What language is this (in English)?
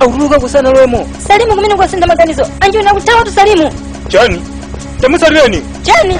Nyanja